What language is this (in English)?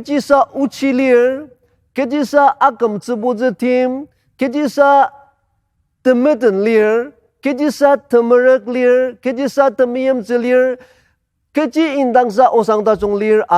Ao Naga